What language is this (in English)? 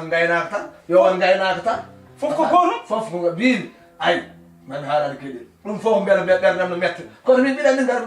Fula